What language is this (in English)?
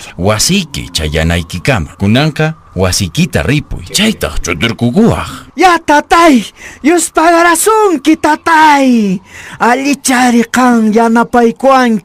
Quechua